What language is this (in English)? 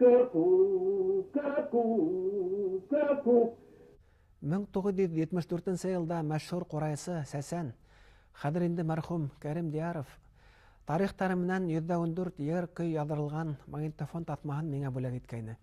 Bashkir